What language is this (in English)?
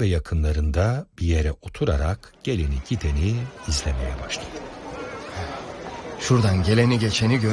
Turkish